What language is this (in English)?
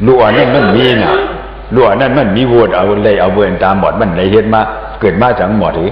Shan